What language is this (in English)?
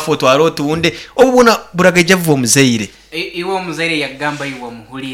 Nyankole